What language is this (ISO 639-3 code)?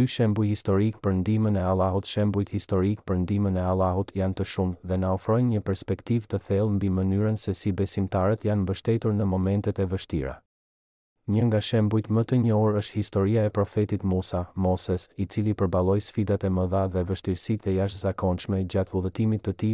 sqi